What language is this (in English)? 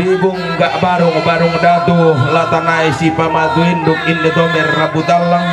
Toraja-Sa'dan